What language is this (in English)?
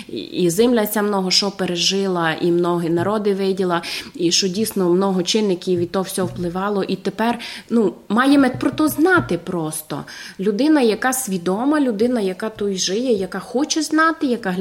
Rusyn